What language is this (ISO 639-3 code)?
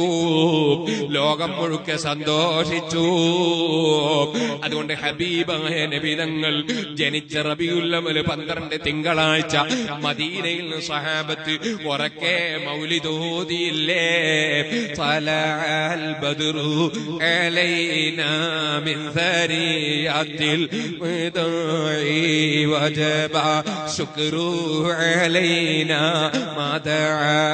mal